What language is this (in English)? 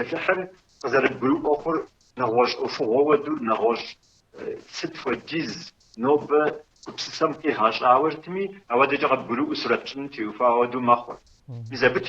Kabardian